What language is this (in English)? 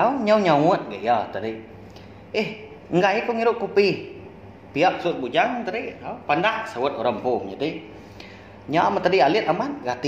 Iban